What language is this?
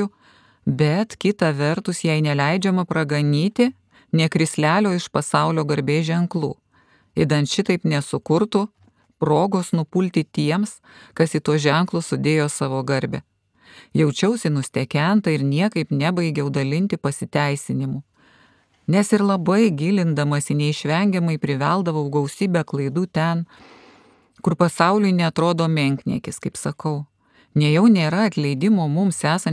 Lithuanian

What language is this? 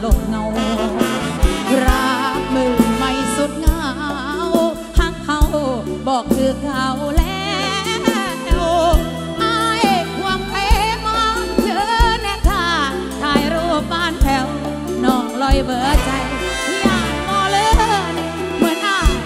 Thai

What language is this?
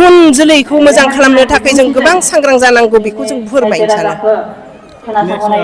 Bodo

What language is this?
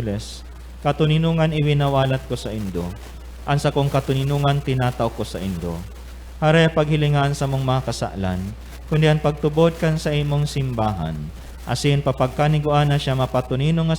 Bikol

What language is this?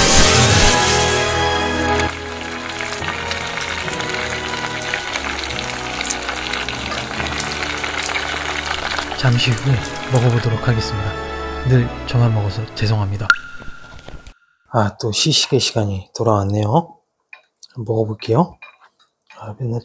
Korean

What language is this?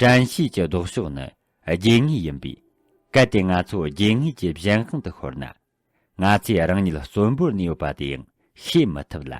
Tibetan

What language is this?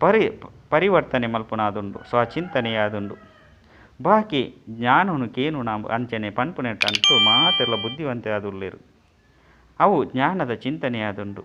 Tulu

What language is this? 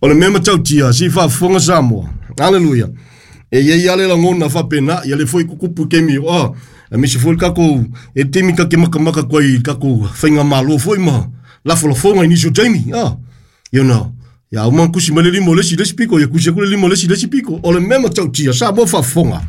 Samoan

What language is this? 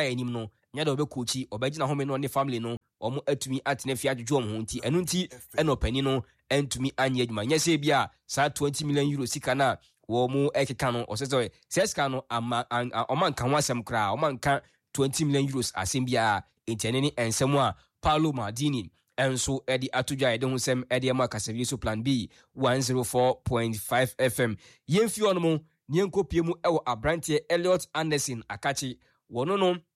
Akan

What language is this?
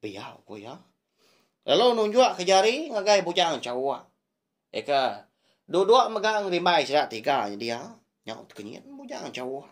Iban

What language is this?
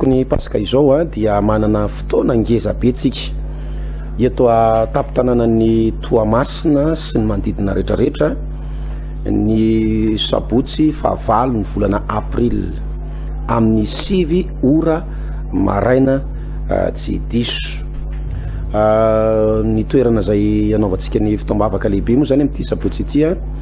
Malagasy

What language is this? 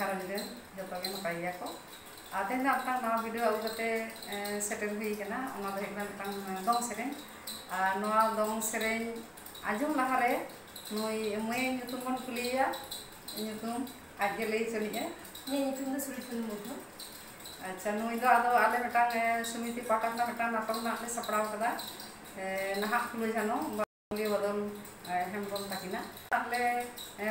Santali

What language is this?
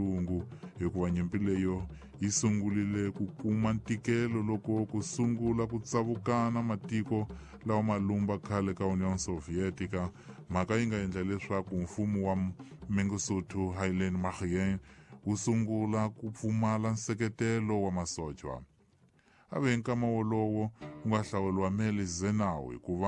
Tsonga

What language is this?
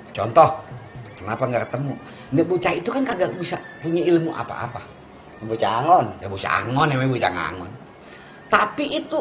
Betawi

